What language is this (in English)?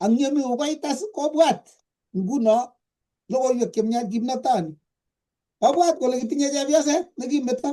Kalenjin